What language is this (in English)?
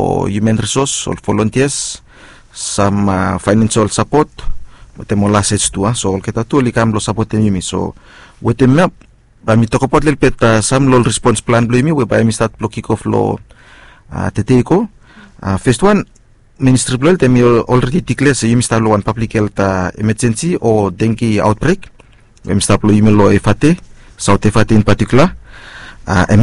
Bislama